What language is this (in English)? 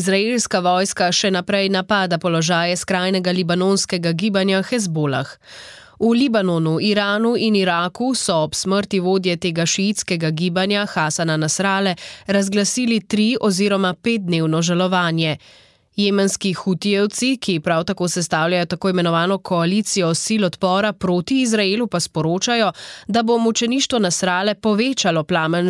Slovenian